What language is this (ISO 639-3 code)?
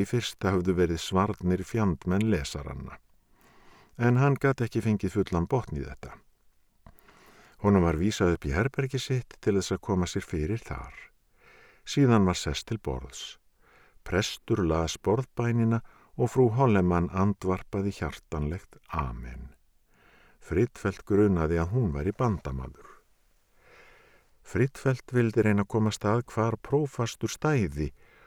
isl